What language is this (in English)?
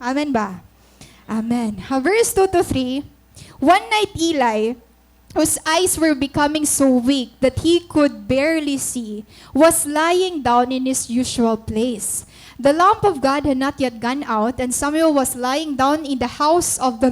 Waray